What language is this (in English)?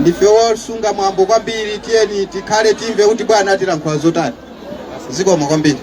Nyanja